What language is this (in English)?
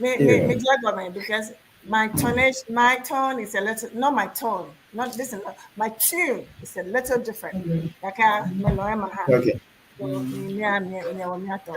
Ewe